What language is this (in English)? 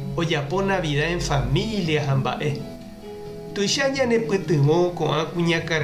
Guarani